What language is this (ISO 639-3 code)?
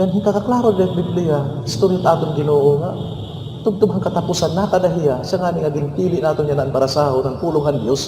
war